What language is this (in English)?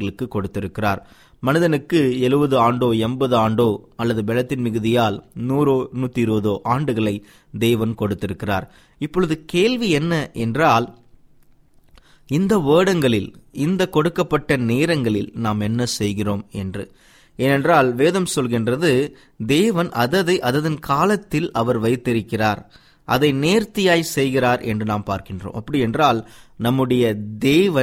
Tamil